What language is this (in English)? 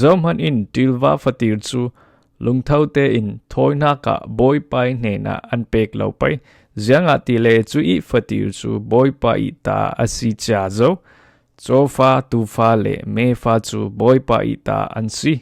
Falam Chin